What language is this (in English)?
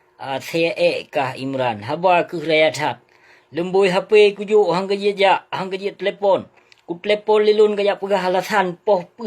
Achinese